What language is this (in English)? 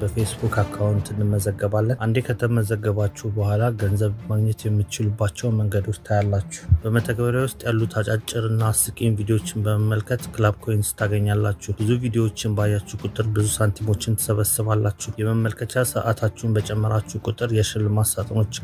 Amharic